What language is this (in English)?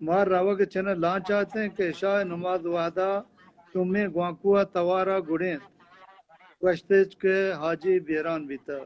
Baluchi